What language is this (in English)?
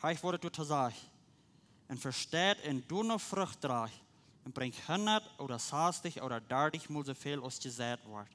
Plautdietsch